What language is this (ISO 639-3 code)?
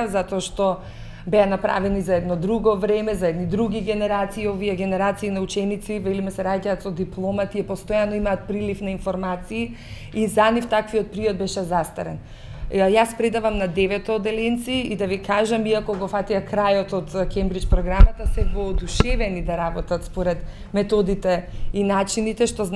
mkd